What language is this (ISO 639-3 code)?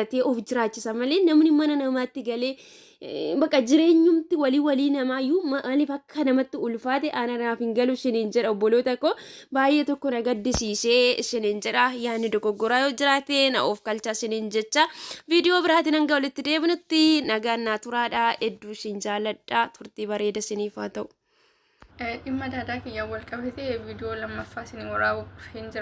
orm